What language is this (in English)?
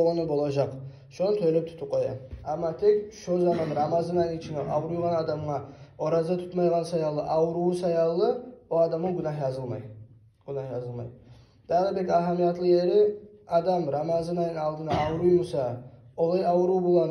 Kumyk